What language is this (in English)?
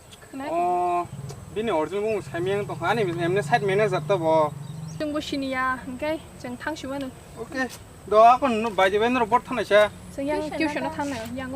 Kok Borok